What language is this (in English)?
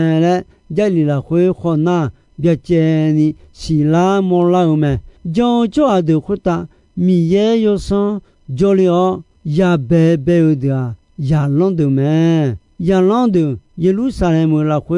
Akha